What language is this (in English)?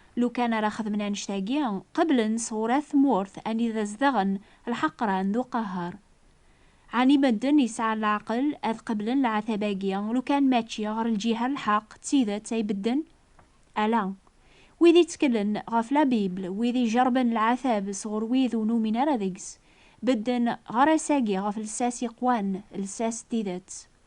Kabyle